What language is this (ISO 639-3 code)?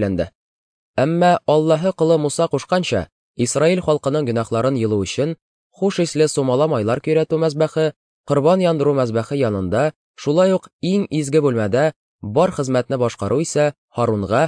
tat